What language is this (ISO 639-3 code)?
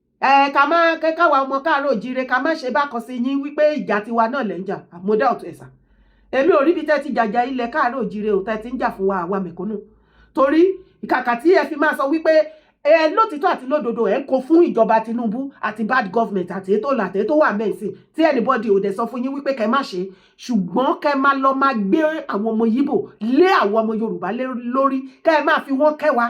yor